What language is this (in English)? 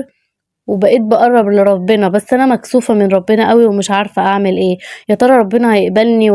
Egyptian Arabic